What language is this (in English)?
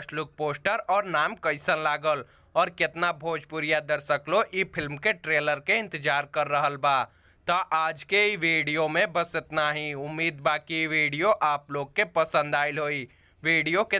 Bhojpuri